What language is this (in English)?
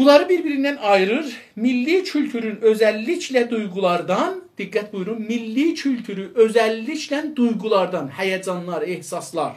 South Azerbaijani